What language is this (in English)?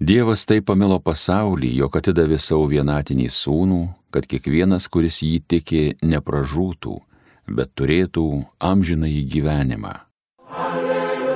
Lithuanian